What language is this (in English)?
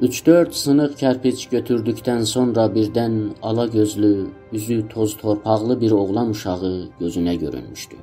South Azerbaijani